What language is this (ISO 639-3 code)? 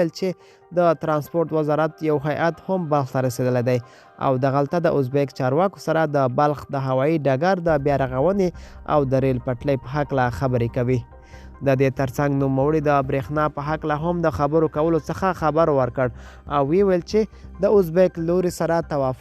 pus